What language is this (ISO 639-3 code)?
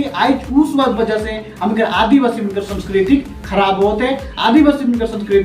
sck